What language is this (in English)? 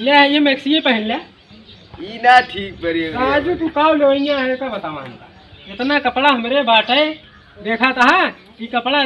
Awadhi